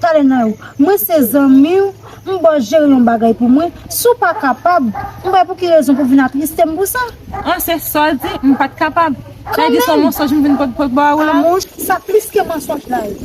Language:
Haitian Creole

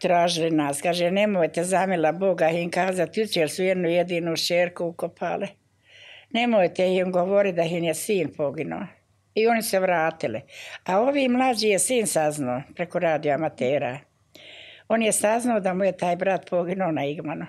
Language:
Bosnian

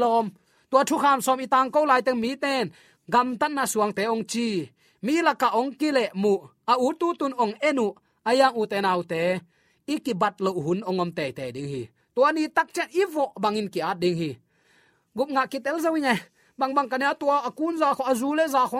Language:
Tedim Chin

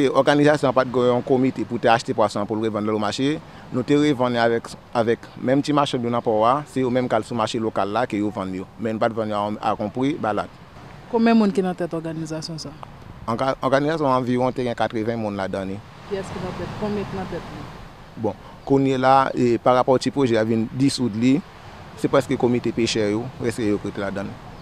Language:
Haitian Creole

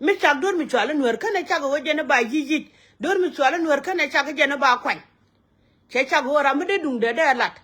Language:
Nuer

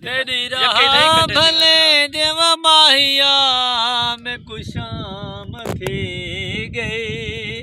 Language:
Saraiki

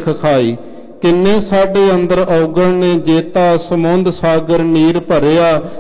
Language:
Punjabi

